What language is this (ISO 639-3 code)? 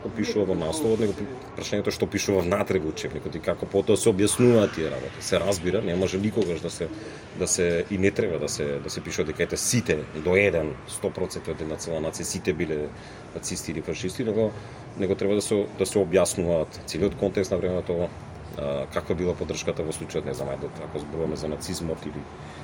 mkd